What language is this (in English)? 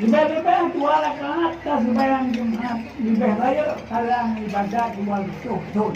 Achinese